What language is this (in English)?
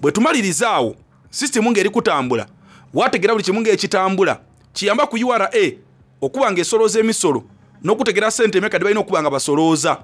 Soga